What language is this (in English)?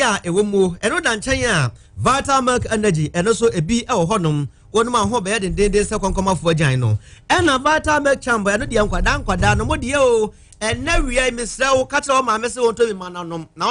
Akan